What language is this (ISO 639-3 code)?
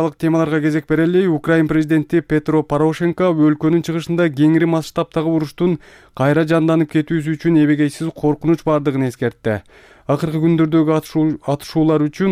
kir